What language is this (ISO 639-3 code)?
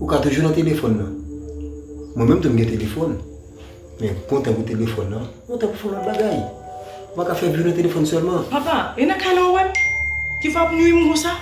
hat